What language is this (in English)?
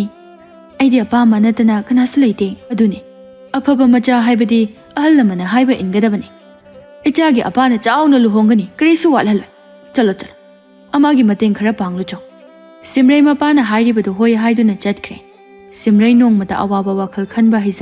Manipuri